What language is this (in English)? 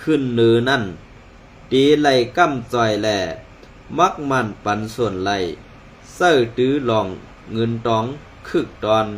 Shan